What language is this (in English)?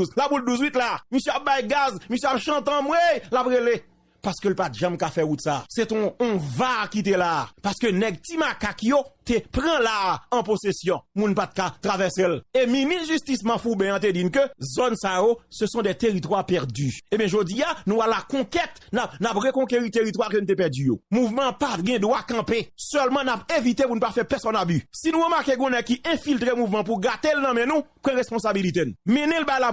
Haitian Creole